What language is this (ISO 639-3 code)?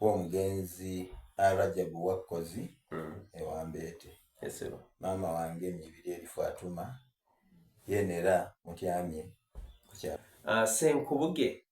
xog